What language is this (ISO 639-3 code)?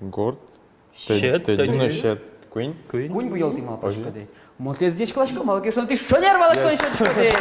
udm